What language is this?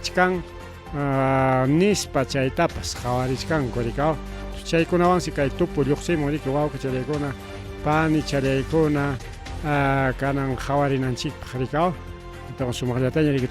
Ayacucho Quechua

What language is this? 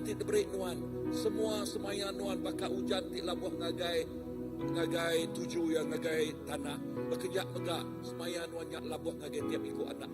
Iban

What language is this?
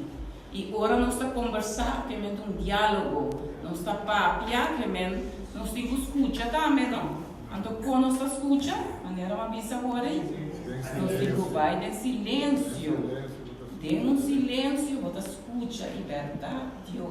Papiamento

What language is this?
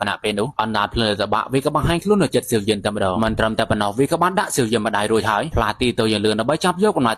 Khmer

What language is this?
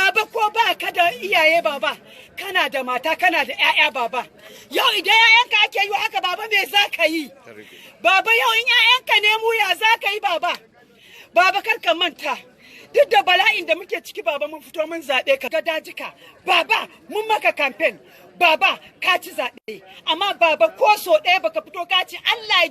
Hausa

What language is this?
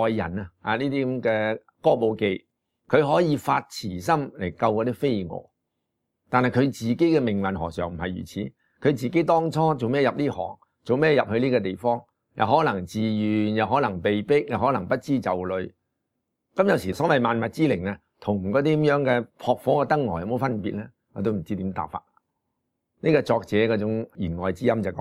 Cantonese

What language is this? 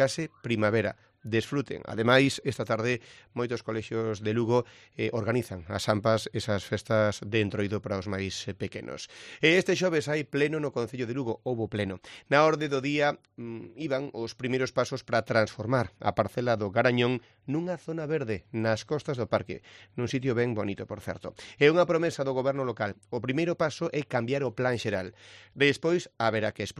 Galician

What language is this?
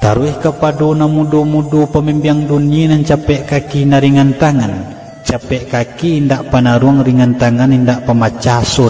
Minangkabau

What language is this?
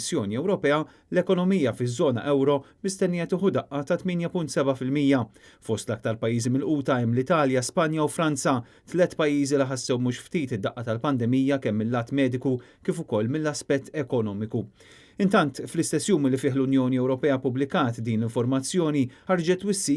Maltese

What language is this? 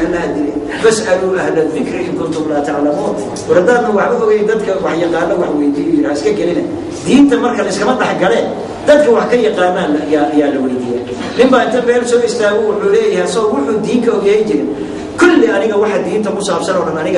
Somali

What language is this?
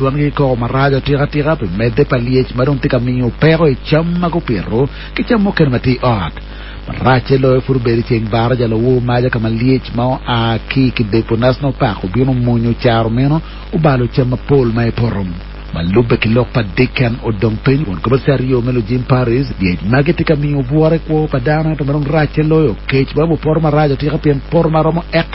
Acoli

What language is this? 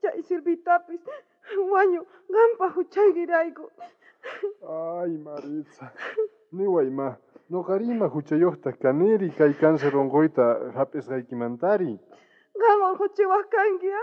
South Bolivian Quechua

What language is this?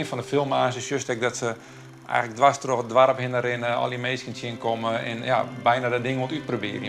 Western Frisian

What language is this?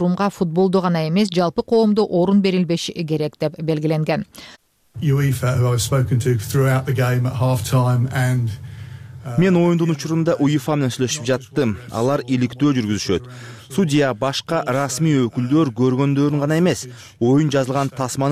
Kyrgyz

